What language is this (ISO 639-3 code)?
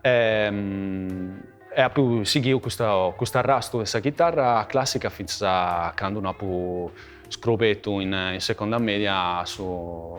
srd